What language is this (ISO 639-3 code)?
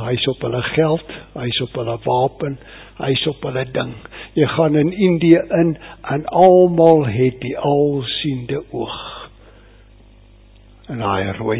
afr